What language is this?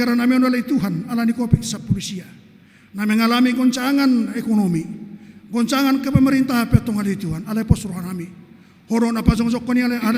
Batak Toba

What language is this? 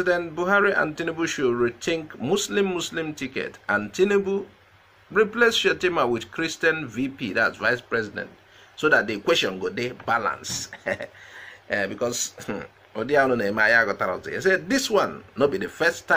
Nigerian Pidgin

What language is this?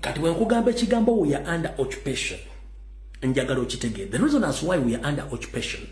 Ganda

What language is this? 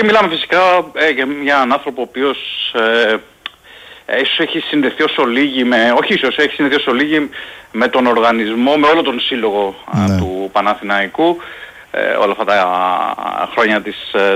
Greek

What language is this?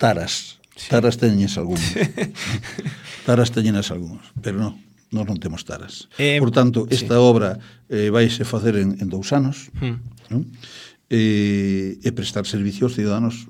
Galician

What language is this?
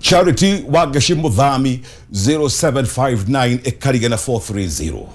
Kikuyu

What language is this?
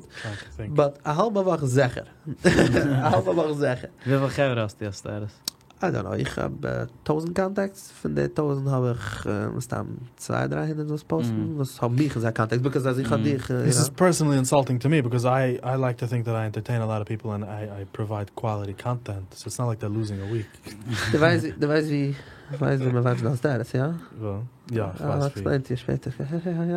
Yiddish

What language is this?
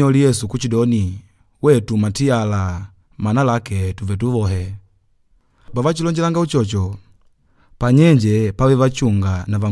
Makonde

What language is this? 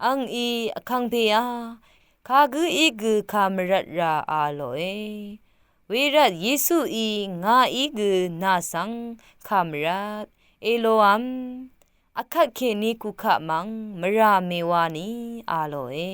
Rawang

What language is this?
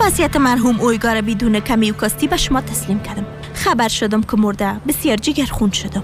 Persian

